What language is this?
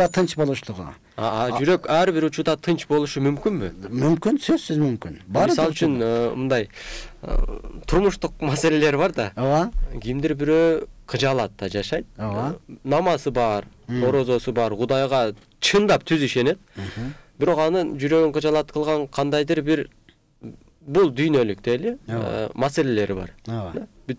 Kyrgyz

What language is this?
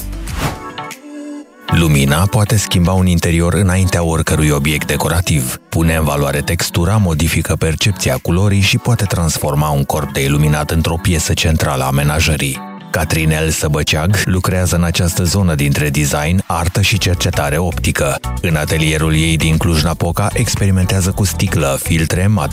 Romanian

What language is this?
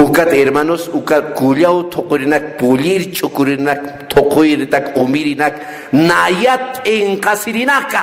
Aymara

